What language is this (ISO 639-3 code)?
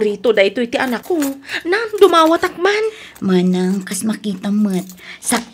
ilo